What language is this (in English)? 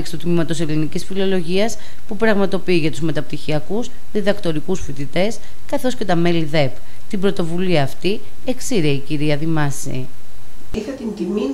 Greek